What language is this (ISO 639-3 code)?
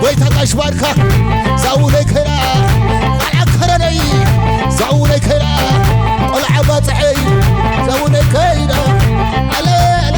tir